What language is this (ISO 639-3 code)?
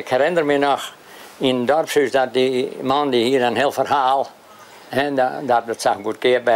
fry